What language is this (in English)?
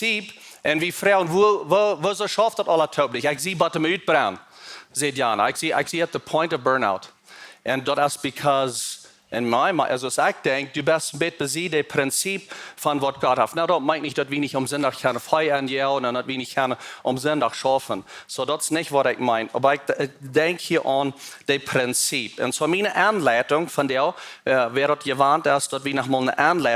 Plautdietsch